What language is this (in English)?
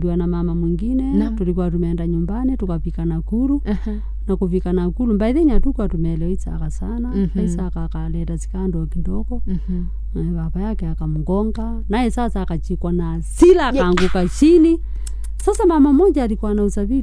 Swahili